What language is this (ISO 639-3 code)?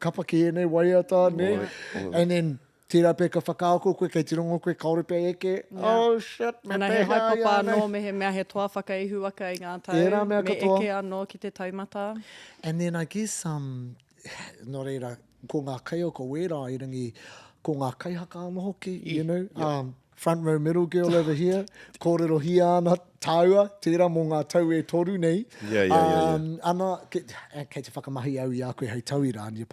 mri